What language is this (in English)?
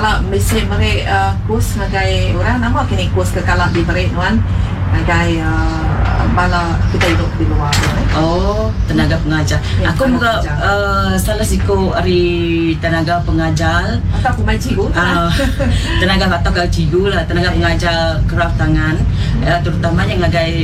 Iban